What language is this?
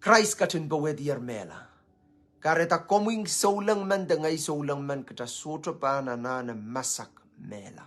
Pohnpeian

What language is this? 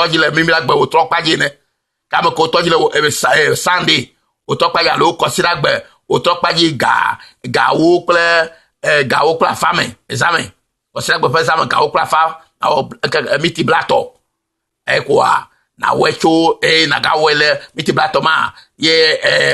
Ewe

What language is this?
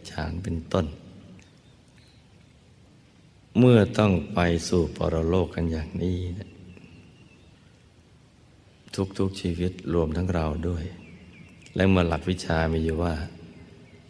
Thai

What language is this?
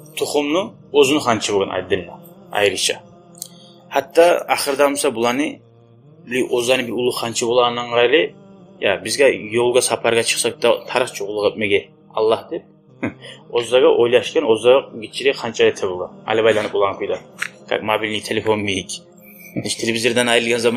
Kumyk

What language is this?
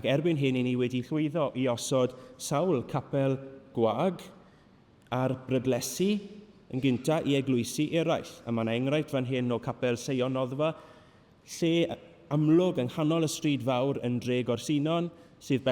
Welsh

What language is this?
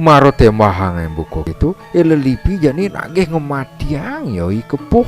Balinese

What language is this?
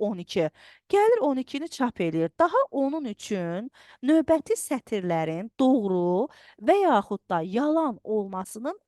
Azerbaijani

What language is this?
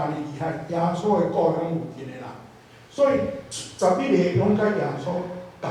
Min Nan Chinese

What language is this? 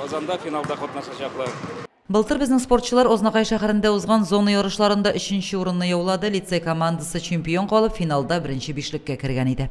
Tatar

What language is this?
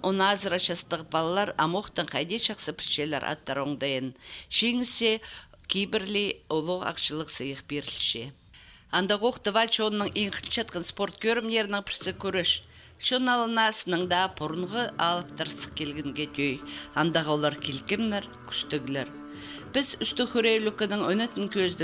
Khakas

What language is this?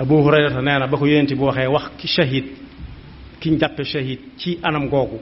Wolof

